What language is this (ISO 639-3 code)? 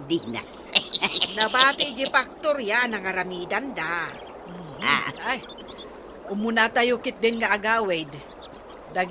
ilo